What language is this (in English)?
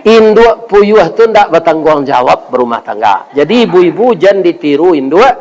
Minangkabau